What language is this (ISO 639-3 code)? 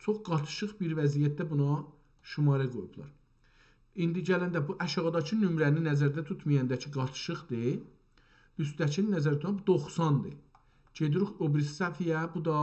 azb